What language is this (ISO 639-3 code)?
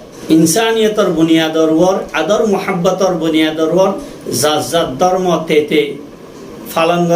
rhg